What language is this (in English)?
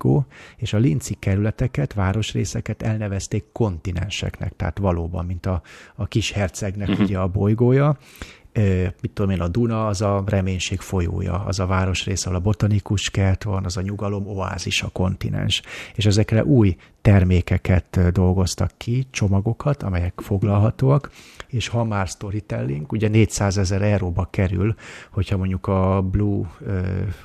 Hungarian